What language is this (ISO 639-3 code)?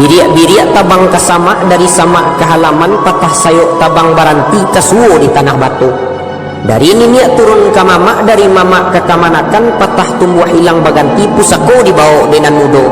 min